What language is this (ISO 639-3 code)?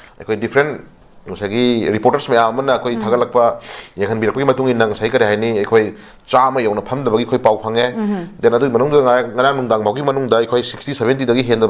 mni